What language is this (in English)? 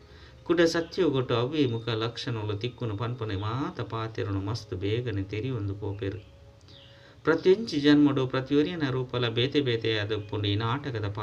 Tulu